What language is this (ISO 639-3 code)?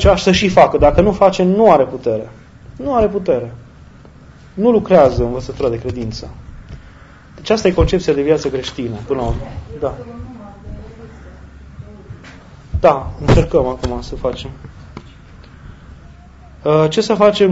ron